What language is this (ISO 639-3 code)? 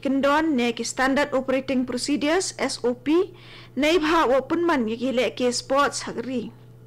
kha